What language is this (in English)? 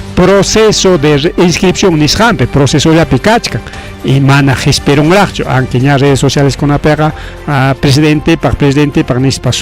Ayacucho Quechua